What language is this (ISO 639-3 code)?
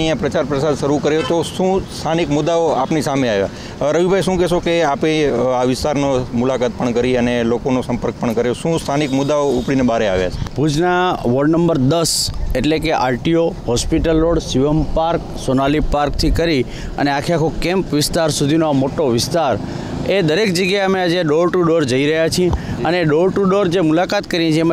guj